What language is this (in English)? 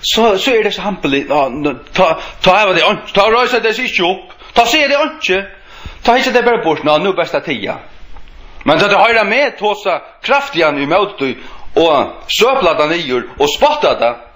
Faroese